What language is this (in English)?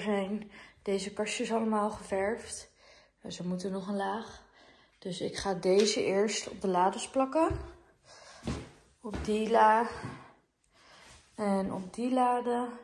Dutch